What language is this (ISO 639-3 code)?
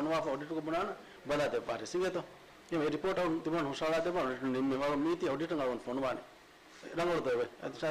div